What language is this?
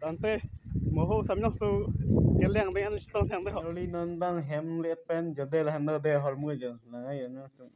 Karbi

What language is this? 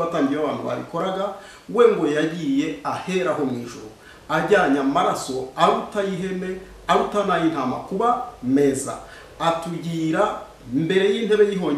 Kinyarwanda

